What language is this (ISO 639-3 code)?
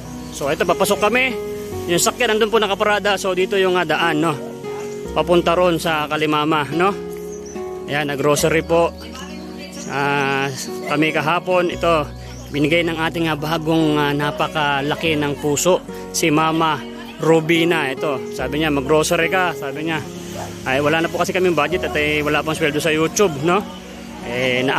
fil